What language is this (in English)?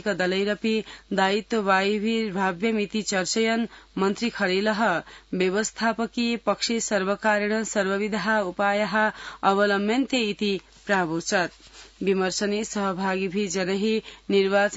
Sanskrit